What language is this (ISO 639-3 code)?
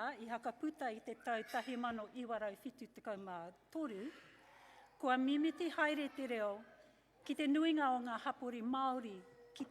mri